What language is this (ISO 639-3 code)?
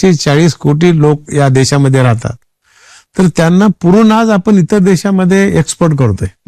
mar